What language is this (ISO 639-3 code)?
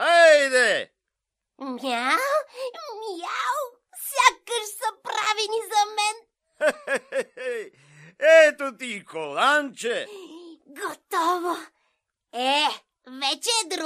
bul